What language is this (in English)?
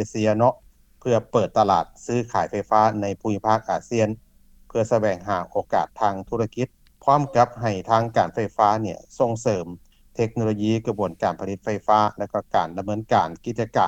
Lao